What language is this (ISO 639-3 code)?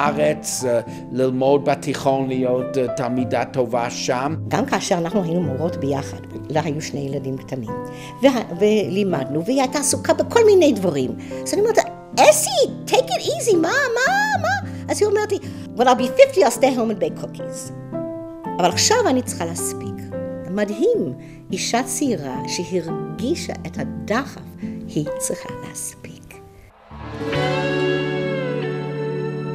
heb